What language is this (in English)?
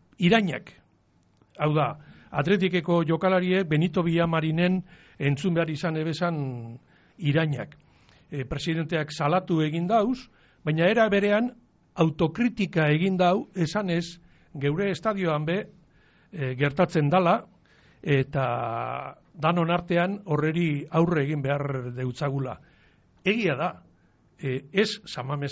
Basque